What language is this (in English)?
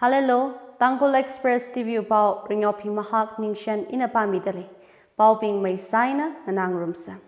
Tangkhul Naga (India)